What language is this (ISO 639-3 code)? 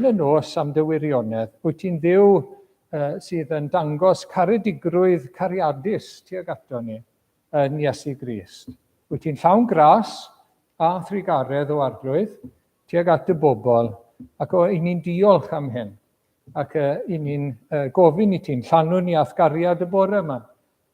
cym